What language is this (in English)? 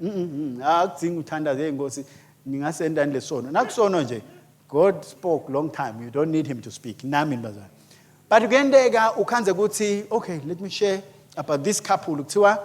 Swati